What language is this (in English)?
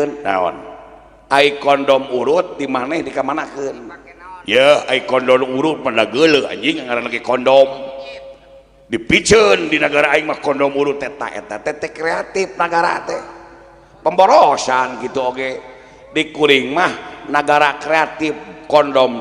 Sundanese